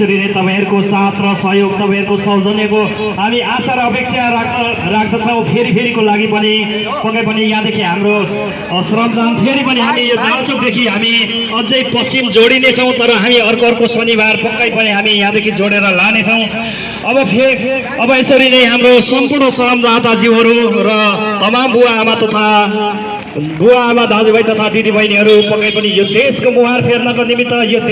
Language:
Nepali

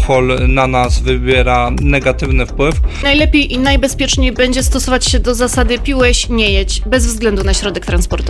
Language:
Polish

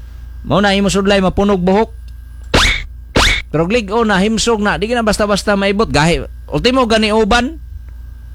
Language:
Cebuano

